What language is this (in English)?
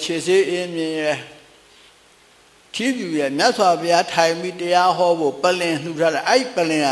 Burmese